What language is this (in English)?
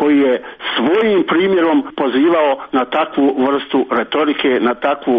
Croatian